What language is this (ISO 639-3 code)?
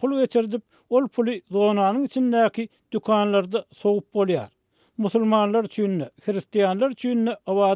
tuk